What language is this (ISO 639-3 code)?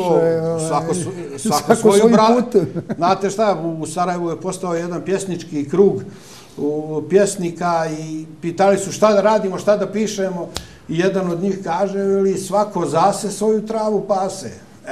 bos